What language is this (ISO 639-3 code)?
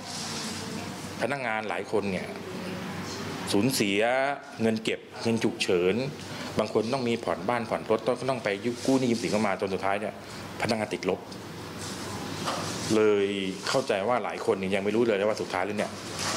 tha